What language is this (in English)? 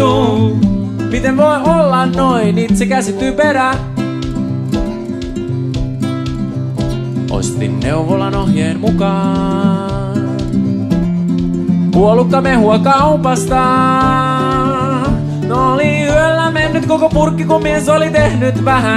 Finnish